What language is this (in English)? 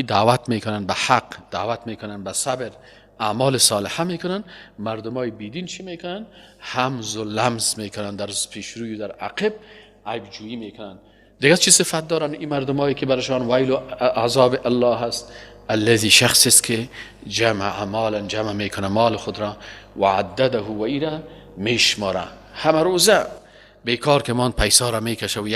Persian